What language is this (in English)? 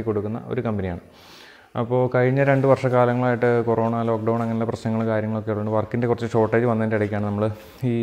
Malayalam